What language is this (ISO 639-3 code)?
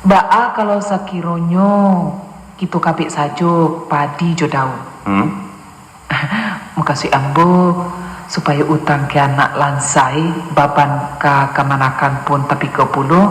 min